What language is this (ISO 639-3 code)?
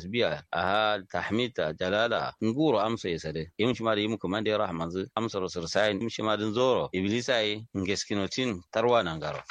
kau